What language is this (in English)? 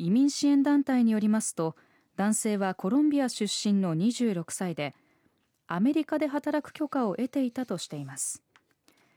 Japanese